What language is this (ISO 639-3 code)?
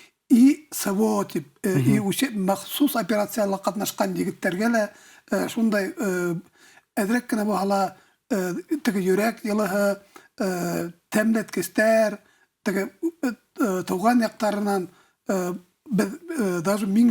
bak